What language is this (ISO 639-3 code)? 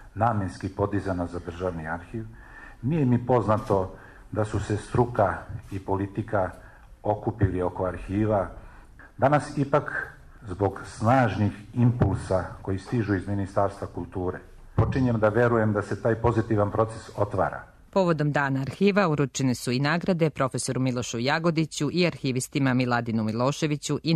srp